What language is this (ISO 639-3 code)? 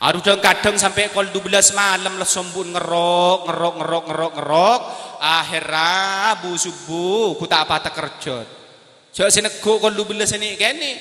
mad